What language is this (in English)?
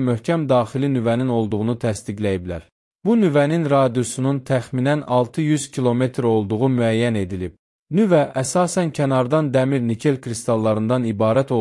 Azerbaijani